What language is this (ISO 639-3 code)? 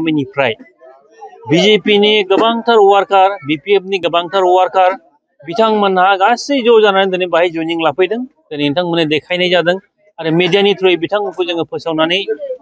brx